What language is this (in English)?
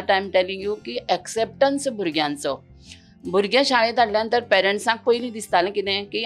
Konkani